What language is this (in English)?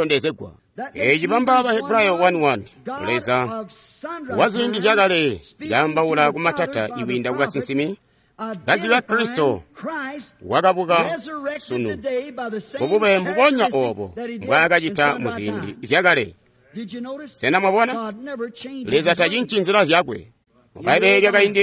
Tonga (Zambia)